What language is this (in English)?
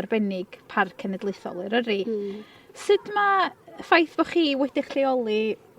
Welsh